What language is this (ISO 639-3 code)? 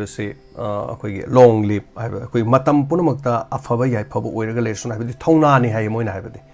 mni